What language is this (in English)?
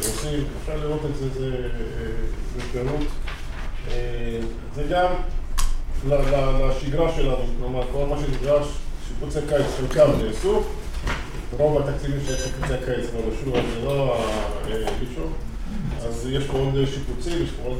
Hebrew